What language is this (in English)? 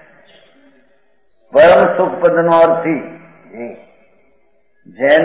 Gujarati